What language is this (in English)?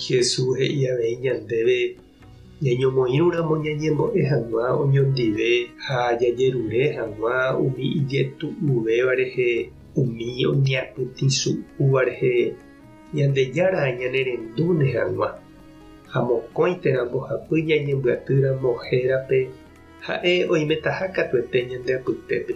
Guarani